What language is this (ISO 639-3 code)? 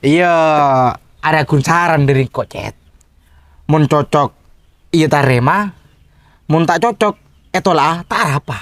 mad